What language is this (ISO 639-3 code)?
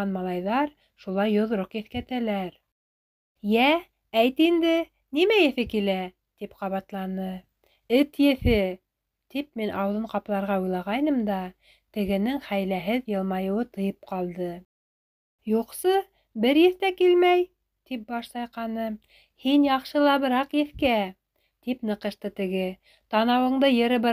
bak